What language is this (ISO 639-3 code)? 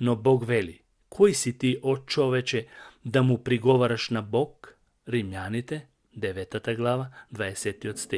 mkd